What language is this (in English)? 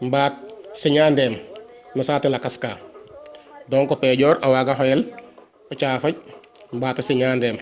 Serer